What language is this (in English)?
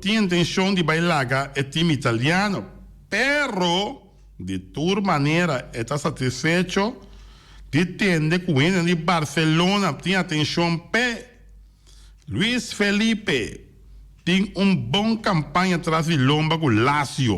Papiamento